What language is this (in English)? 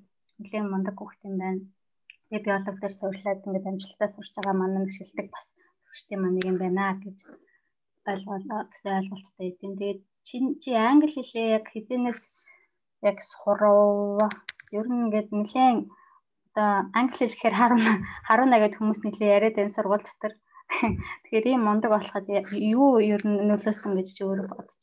Mongolian